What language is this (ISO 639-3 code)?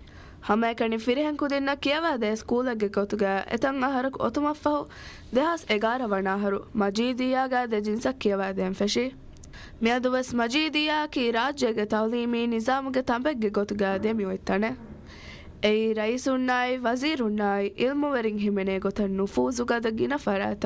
div